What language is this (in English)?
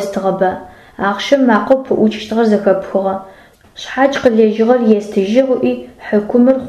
Adyghe